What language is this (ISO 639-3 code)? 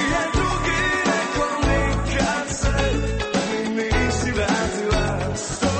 hrv